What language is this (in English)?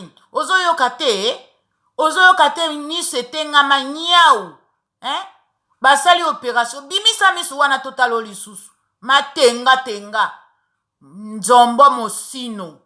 Lingala